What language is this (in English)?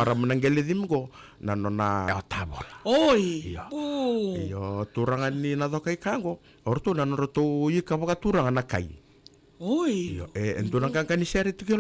Fijian